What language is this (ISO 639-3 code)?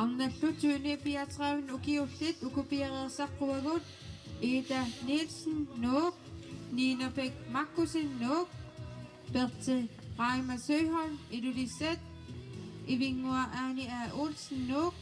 kal